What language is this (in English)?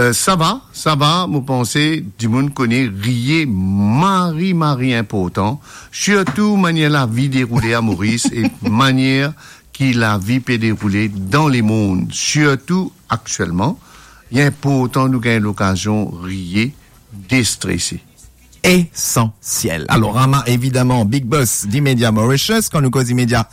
Morisyen